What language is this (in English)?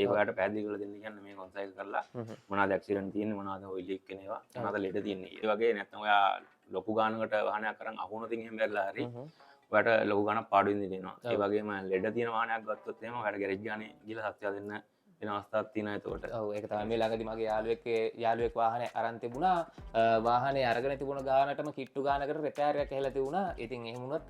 Sinhala